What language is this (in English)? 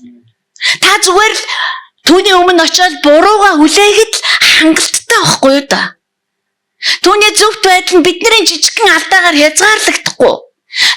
Mongolian